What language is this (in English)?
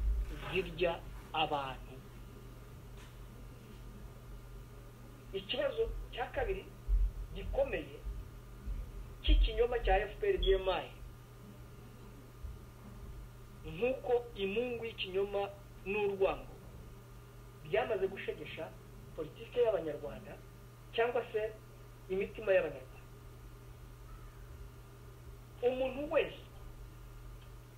Kinyarwanda